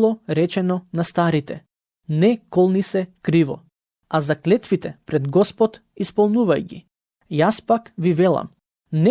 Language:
Macedonian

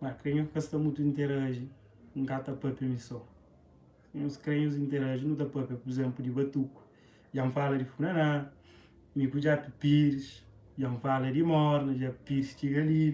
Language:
Kabuverdianu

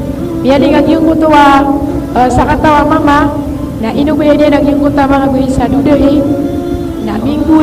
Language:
Maranao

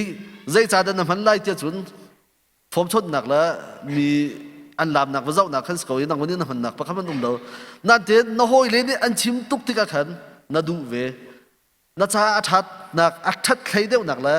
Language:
Hakha Chin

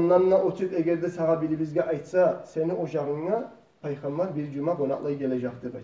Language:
Kumyk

